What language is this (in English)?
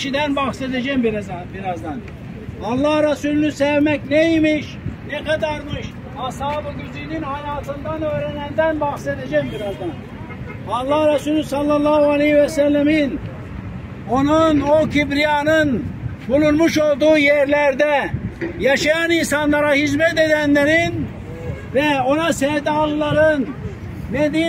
Turkish